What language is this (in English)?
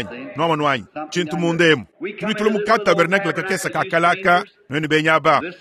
Luba-Lulua